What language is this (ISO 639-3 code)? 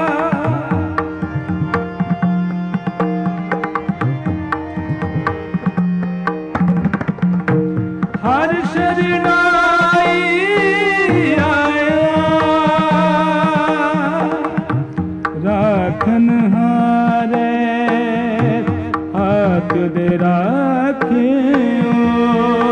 pan